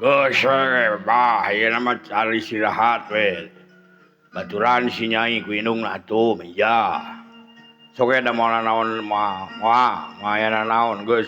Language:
Sundanese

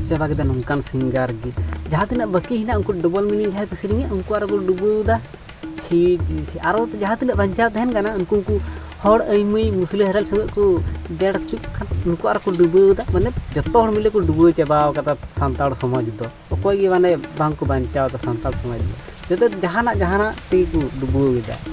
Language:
Santali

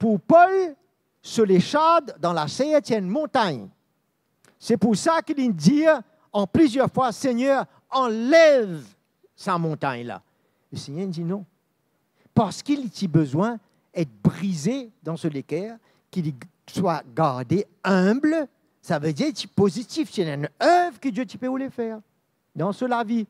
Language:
Morisyen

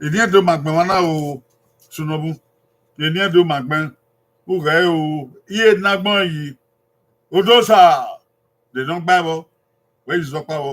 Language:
Bini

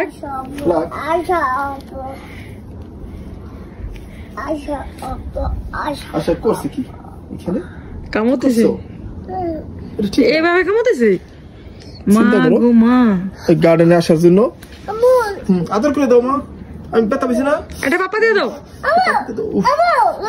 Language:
Bangla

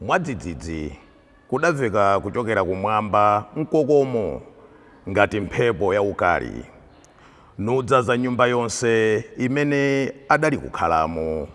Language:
Nyanja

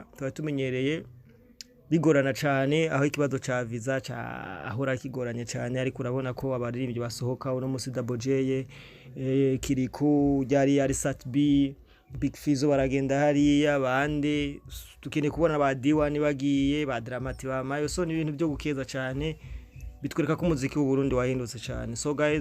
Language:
Rundi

